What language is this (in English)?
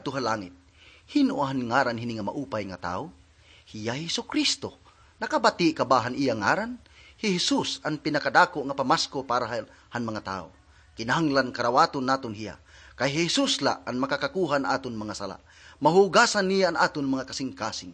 Waray